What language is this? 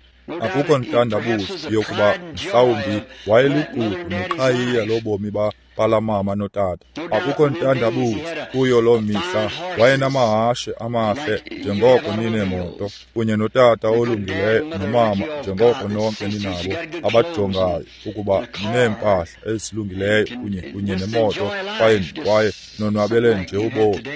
Xhosa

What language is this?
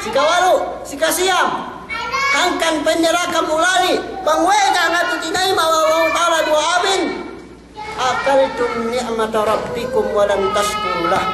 Yakan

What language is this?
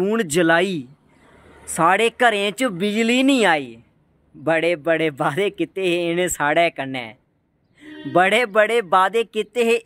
Dogri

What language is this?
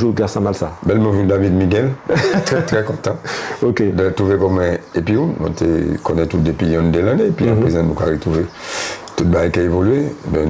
Guadeloupean Creole French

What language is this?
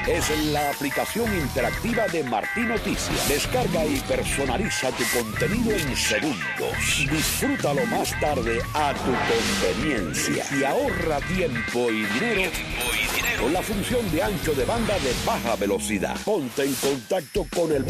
Spanish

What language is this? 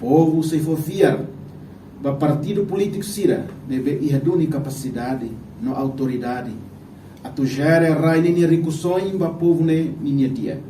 Tetum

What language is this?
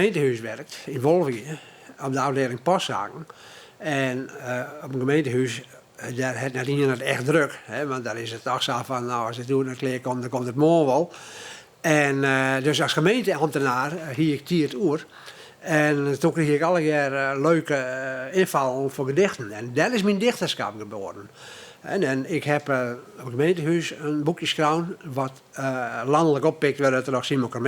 Western Frisian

